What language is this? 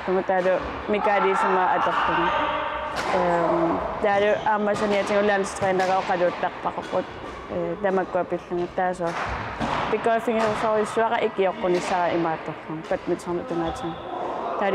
Kalaallisut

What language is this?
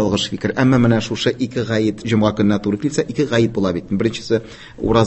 Tatar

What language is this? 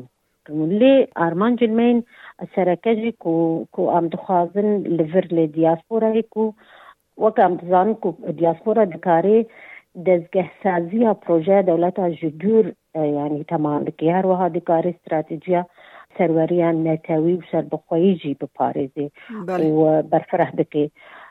Kurdish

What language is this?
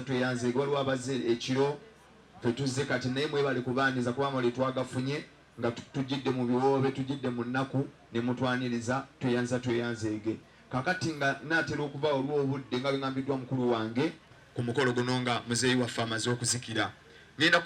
Ganda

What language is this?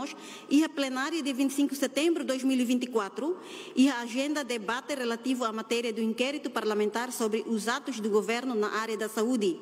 Tetum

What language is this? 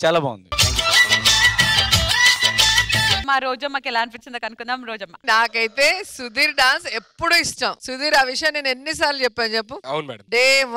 Telugu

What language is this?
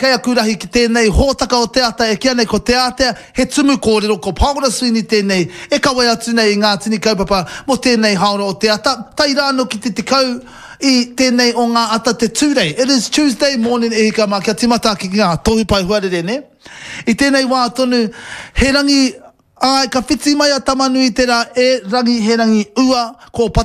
Māori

